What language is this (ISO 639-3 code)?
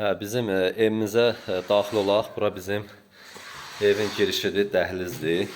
aze